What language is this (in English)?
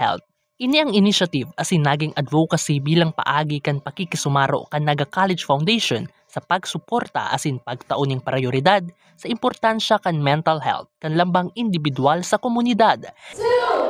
Bikol